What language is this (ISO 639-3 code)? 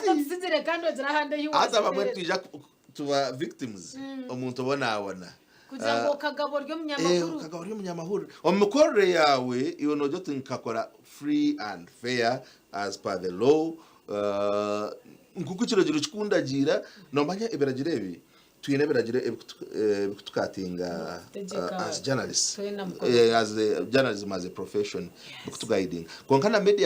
nyn